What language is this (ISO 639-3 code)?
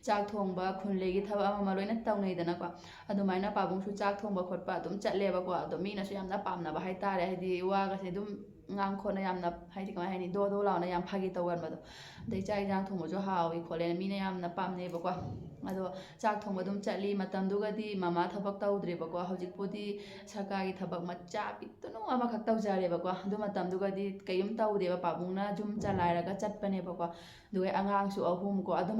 mni